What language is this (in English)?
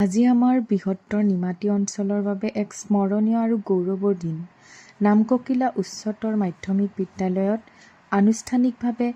Assamese